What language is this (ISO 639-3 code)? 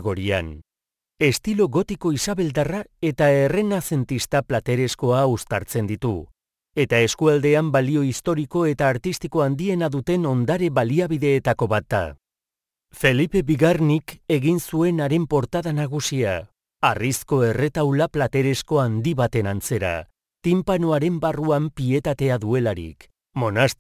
eus